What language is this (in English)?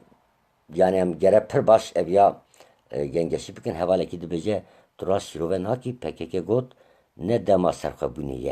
Kurdish